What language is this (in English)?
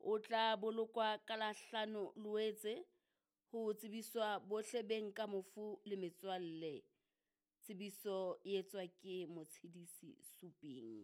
Southern Sotho